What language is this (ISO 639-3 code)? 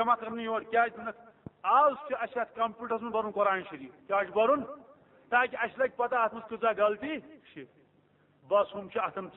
kas